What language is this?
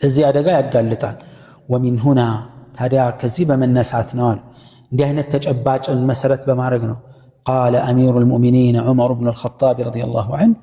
Amharic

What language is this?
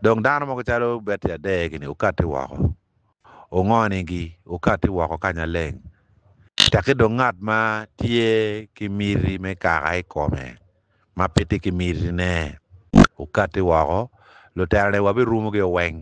Acoli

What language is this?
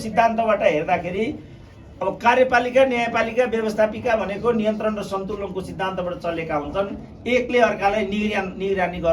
Nepali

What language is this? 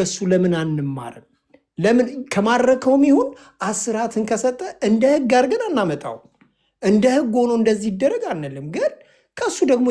Amharic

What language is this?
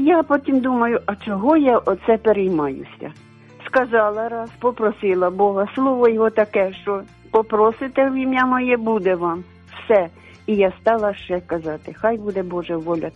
Ukrainian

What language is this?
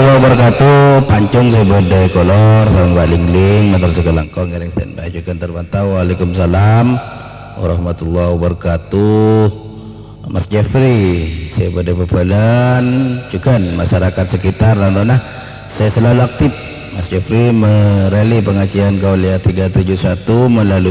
Madurese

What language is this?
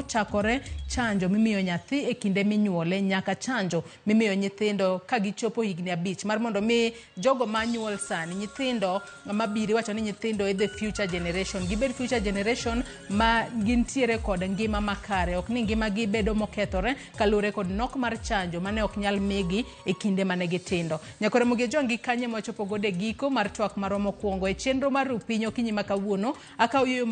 Luo (Kenya and Tanzania)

